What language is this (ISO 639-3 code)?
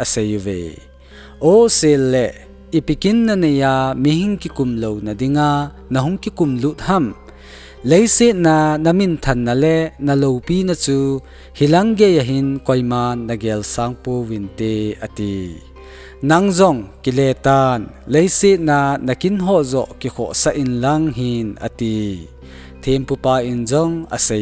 tcz